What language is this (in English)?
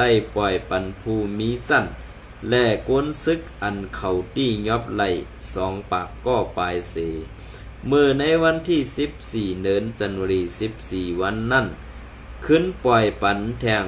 Shan